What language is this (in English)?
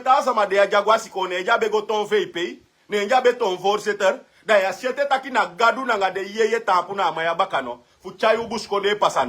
Sranan Tongo